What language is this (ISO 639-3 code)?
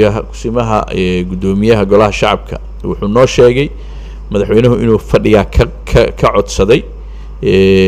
som